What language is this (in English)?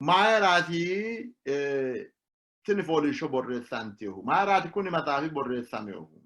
Sidamo